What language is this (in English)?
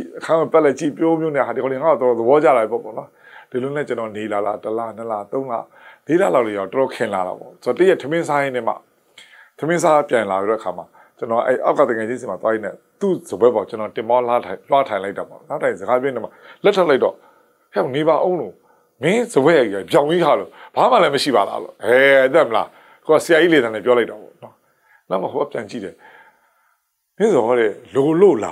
Burmese